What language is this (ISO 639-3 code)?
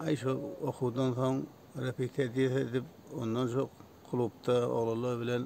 tuk